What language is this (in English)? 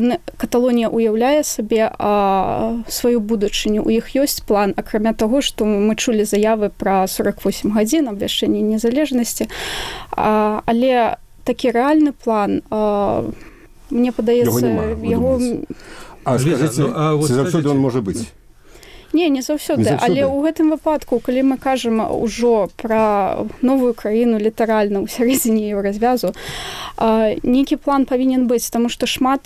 Belarusian